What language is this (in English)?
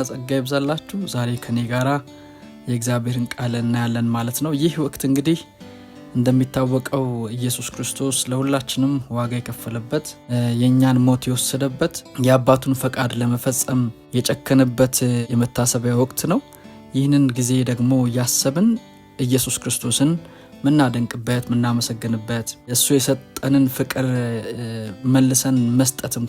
Amharic